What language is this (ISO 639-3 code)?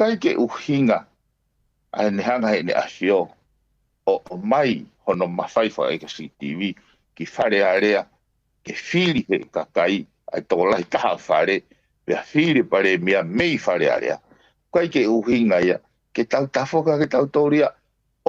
ton